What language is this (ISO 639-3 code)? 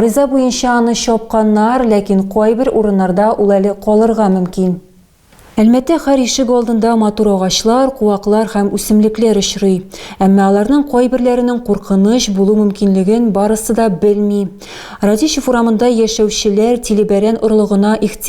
tat